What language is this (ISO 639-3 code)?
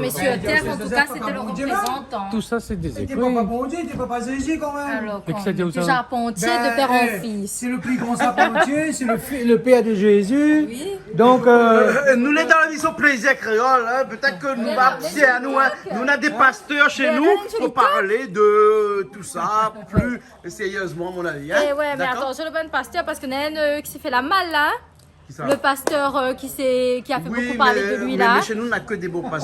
rcf